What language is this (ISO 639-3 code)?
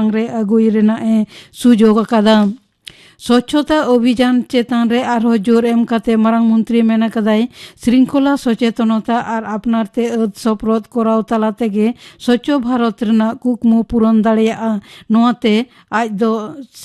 sat